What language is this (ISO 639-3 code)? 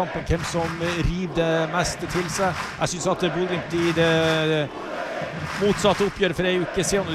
nor